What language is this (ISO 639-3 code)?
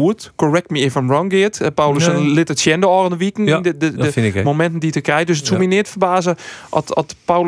fry